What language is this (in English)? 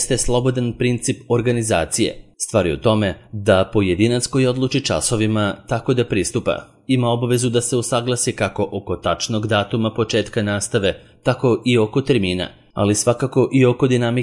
Serbian